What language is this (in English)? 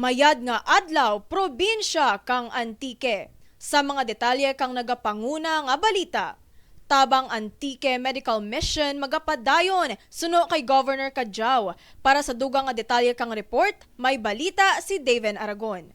Kinaray-a